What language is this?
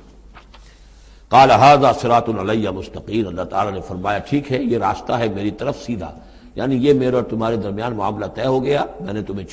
Urdu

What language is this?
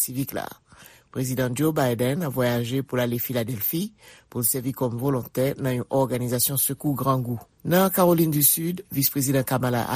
Haitian Creole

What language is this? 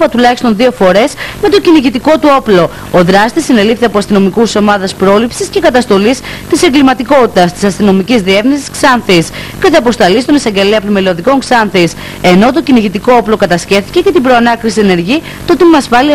Greek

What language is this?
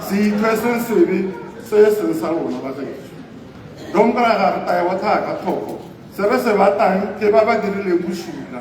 Tswana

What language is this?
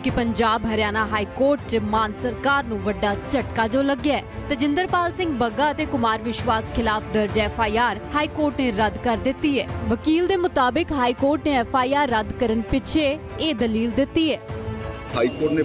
Punjabi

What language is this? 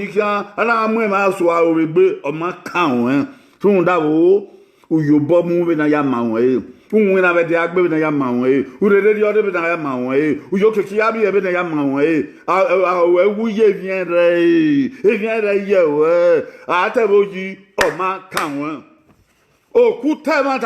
Bini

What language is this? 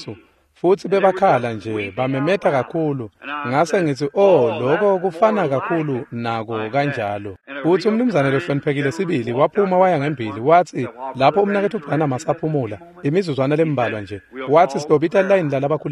Swati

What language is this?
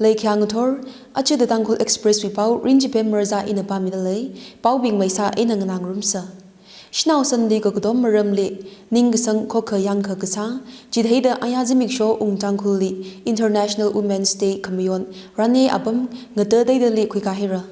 Tangkhul Naga (India)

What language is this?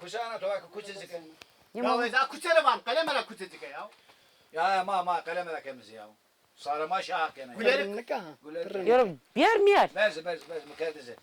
Zaza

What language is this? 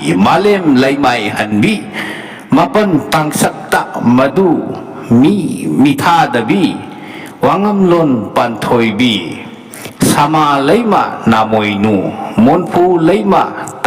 Manipuri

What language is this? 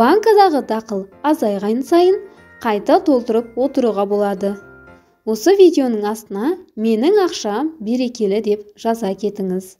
Kazakh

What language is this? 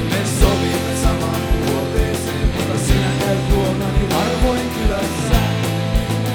Finnish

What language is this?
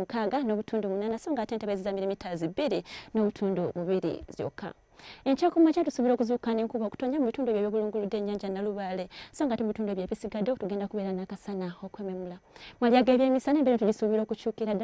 Ganda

